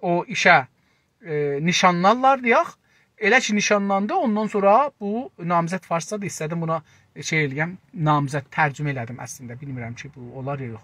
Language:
South Azerbaijani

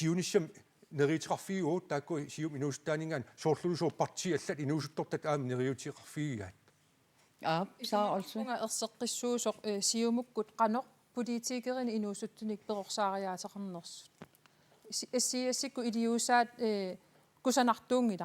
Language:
Kalaallisut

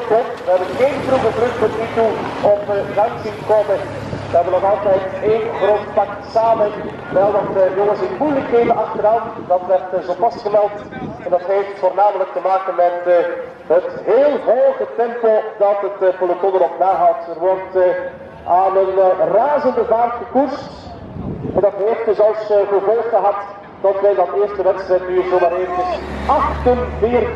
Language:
Dutch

